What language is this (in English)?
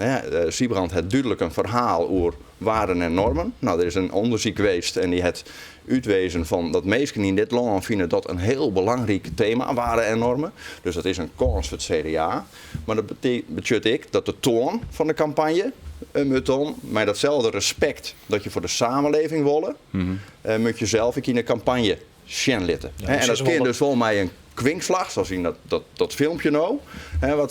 Western Frisian